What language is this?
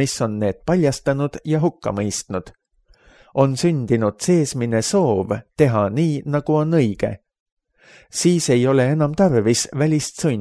Estonian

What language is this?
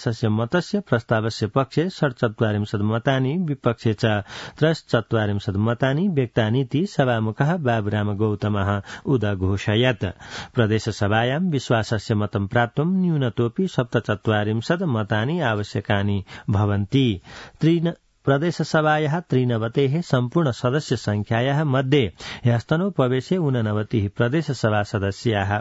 Sanskrit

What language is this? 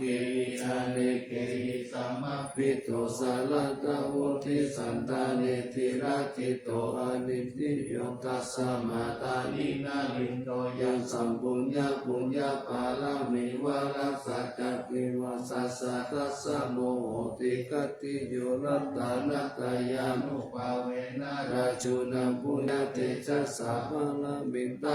Pali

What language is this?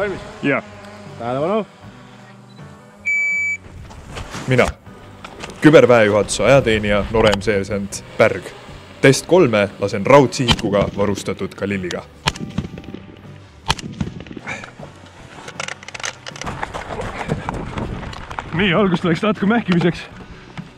Estonian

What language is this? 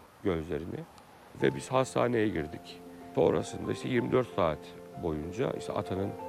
Turkish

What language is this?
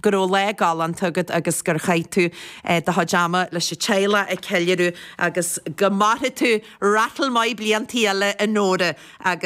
Irish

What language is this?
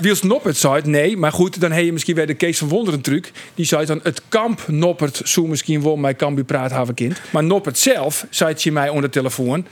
Western Frisian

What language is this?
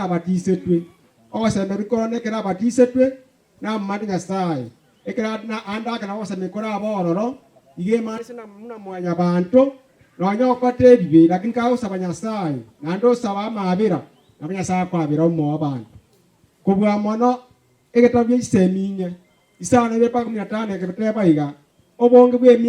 Gusii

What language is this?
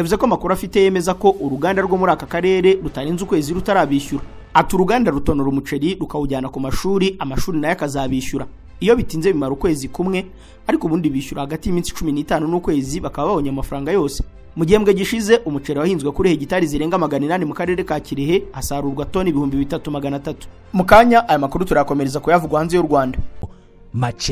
Kinyarwanda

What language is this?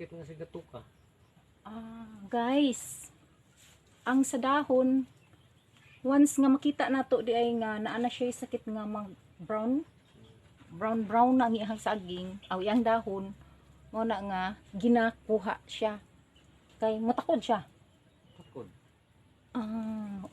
Cebuano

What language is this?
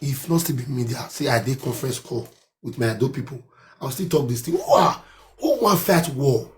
Nigerian Pidgin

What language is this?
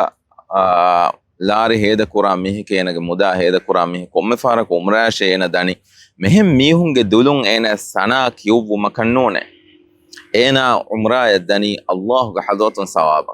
Divehi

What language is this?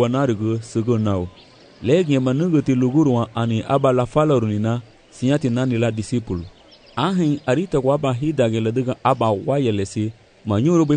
Garifuna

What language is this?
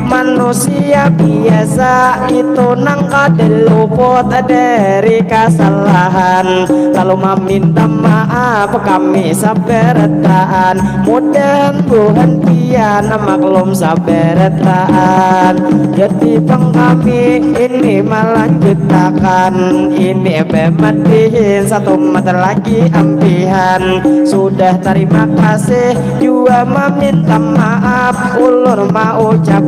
Banjar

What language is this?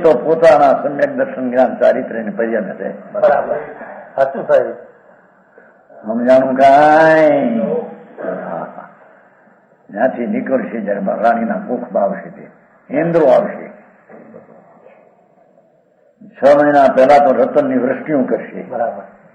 Gujarati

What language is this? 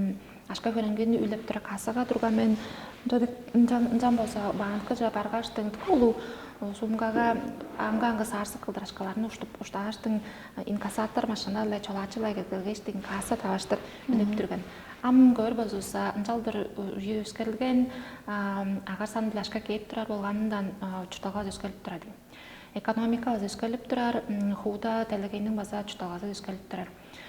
Tuvinian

